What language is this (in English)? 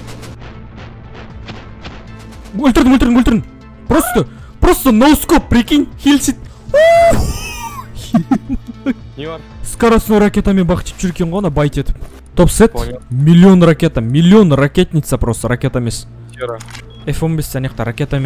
Kazakh